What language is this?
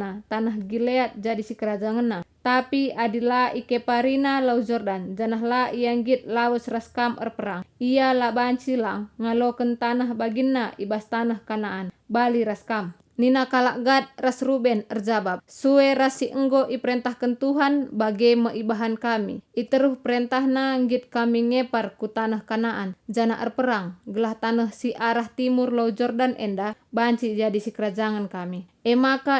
Batak Karo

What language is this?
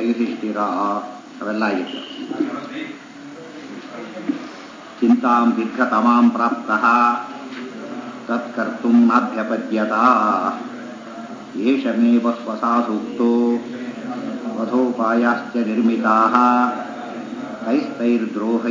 Kannada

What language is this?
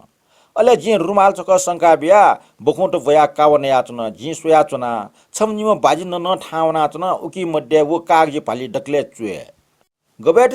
Newari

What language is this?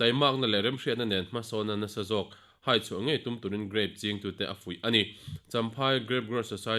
Mizo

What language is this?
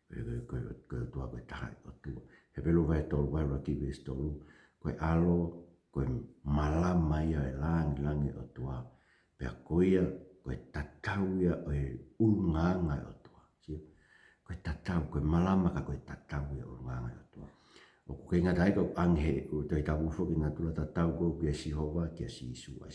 Tongan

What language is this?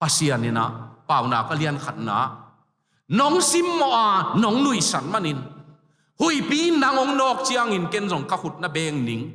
Tedim Chin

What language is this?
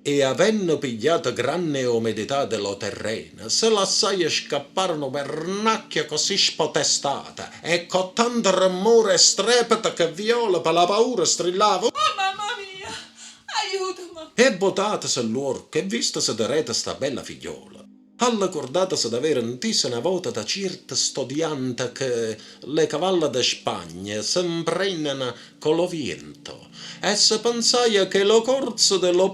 Neapolitan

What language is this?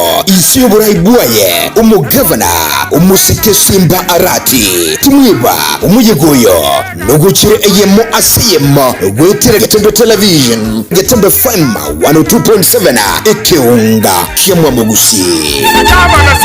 Gusii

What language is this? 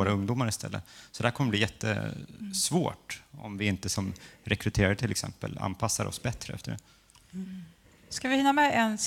Swedish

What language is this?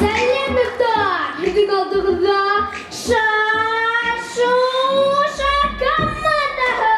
Bashkir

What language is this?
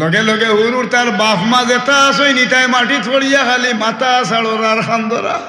Sylheti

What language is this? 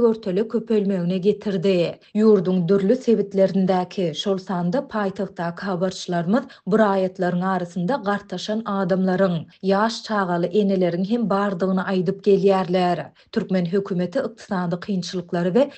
Turkmen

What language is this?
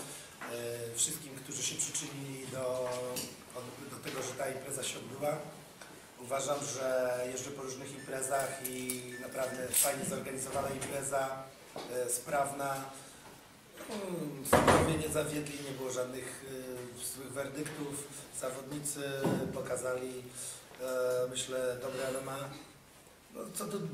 Polish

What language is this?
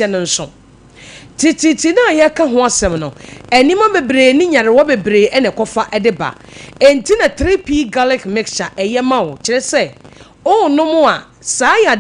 Akan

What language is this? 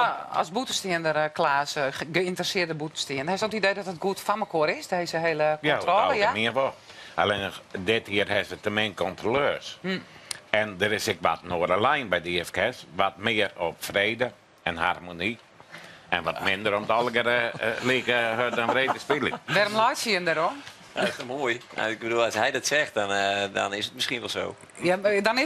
Western Frisian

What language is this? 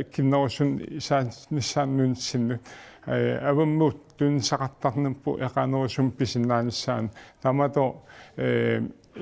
Kalaallisut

